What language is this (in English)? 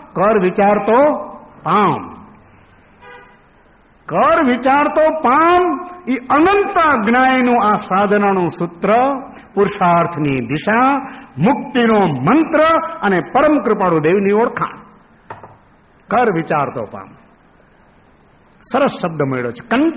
Gujarati